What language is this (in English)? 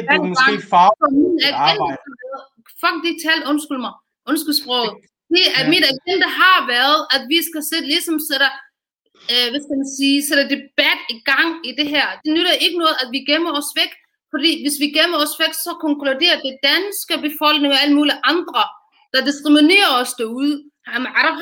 Danish